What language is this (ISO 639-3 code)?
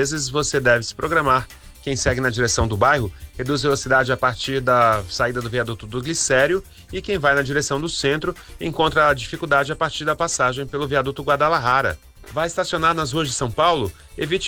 por